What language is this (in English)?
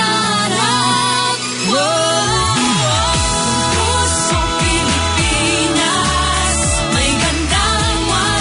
Filipino